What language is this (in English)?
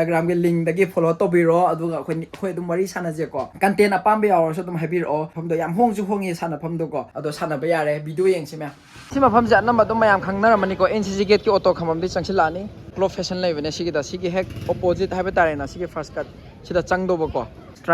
Manipuri